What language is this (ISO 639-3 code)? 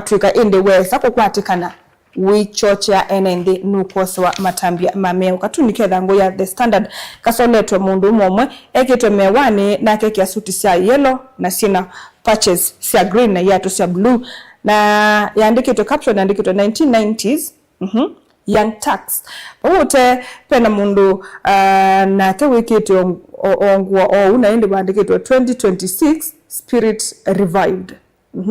kam